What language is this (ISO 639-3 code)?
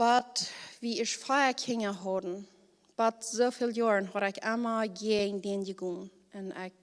pdt